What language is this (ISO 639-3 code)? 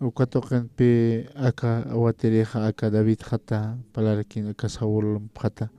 aym